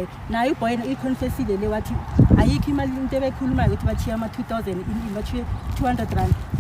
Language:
Zulu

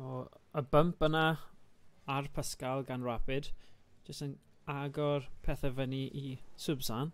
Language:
Welsh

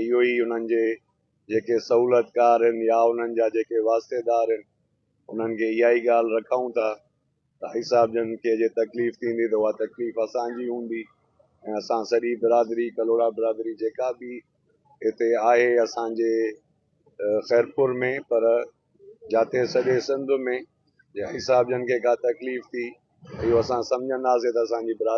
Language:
Sindhi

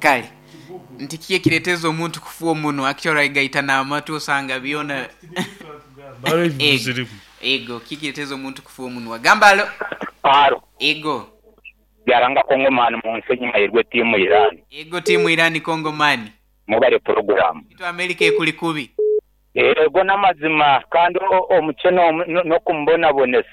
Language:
Nyoro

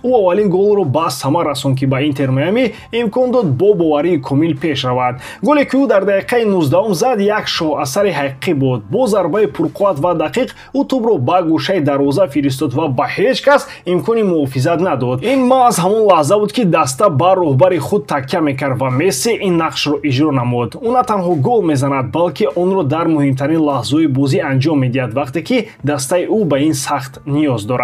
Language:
Tajik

